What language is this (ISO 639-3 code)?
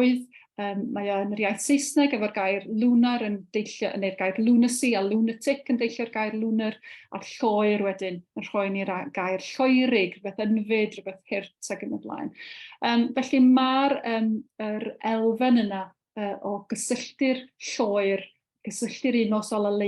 cym